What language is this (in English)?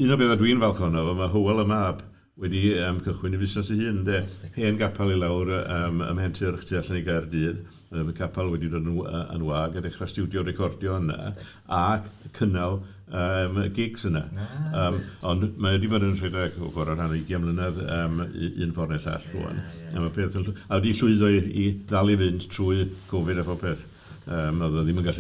Welsh